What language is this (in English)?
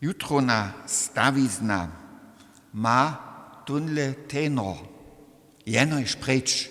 Upper Sorbian